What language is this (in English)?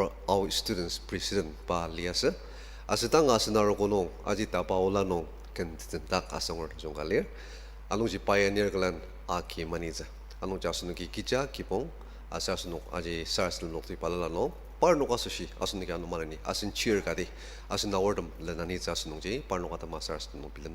Ao Naga